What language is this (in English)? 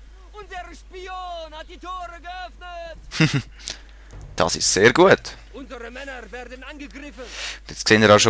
Swiss German